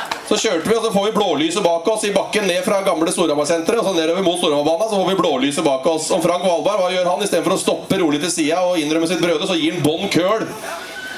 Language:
Norwegian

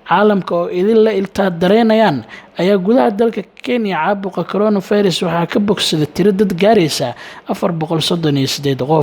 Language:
Somali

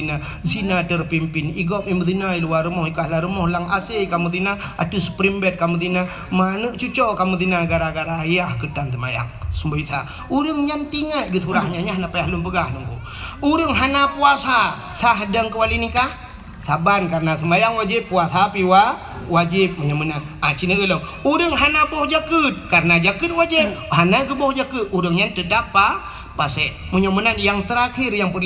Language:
Achinese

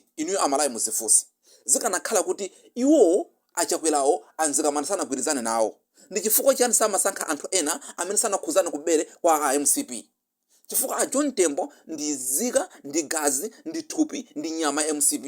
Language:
Nyanja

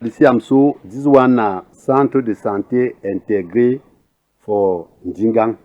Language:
Cameroon Pidgin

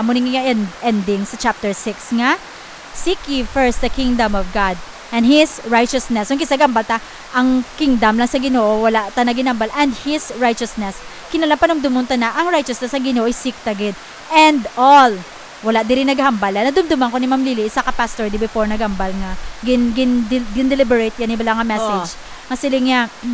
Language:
Hiligaynon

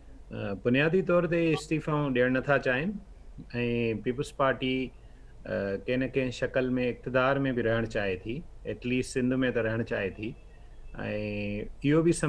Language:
Sindhi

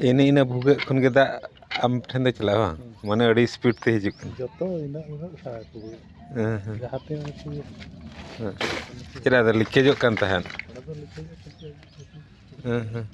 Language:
Santali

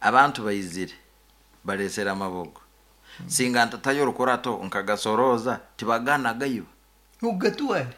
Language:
Nyankole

